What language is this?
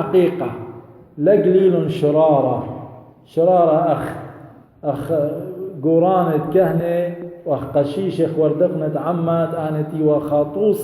Assyrian Neo-Aramaic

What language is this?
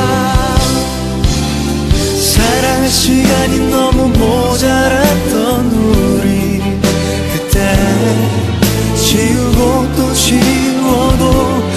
Korean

